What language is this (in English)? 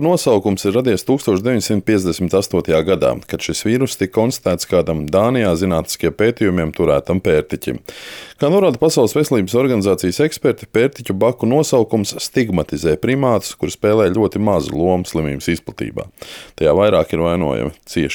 Latvian